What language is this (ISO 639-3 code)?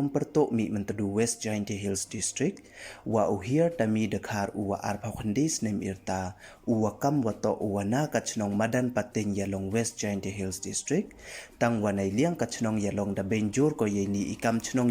pbv